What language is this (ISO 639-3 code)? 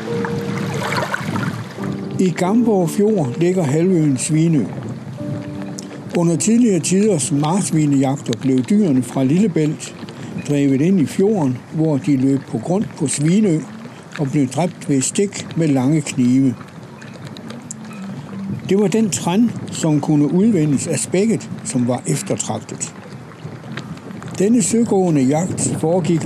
dan